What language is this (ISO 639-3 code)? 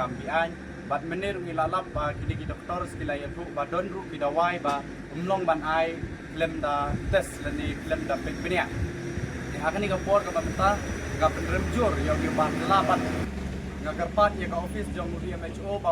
kha